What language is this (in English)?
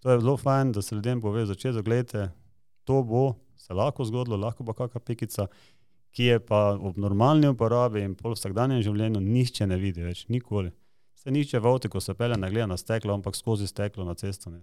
Slovenian